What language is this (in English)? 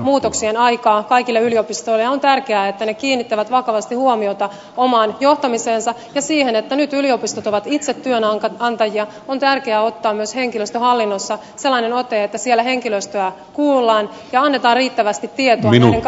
Finnish